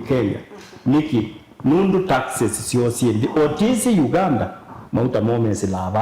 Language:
Kamba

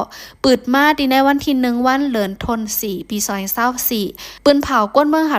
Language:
Shan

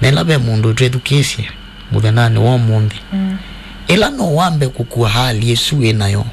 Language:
Kamba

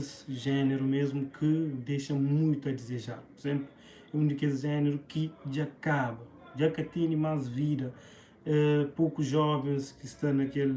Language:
Kabuverdianu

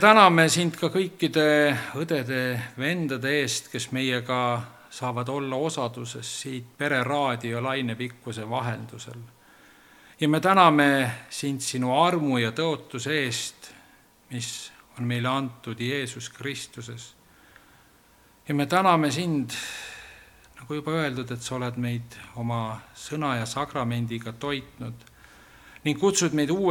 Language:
Estonian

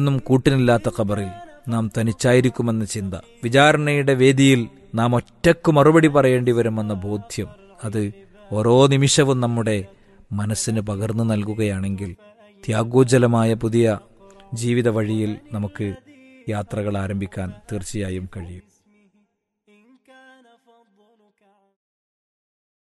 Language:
Malayalam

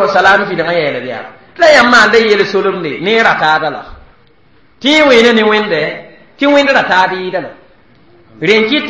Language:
Mossi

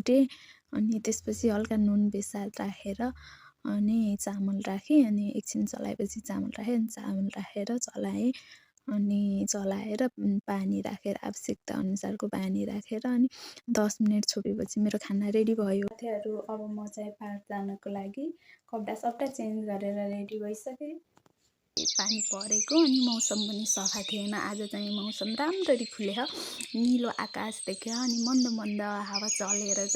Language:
Nepali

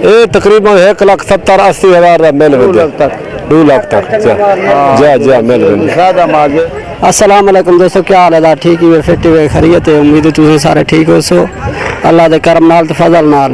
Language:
Saraiki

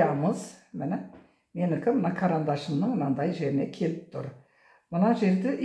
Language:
Kazakh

